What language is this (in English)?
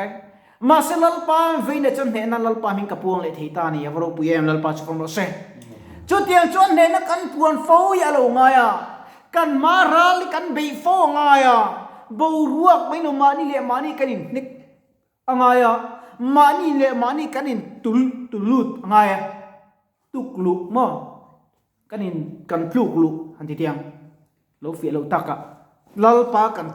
Mizo